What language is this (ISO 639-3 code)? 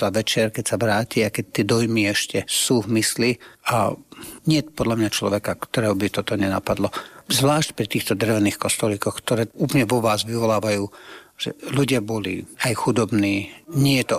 slk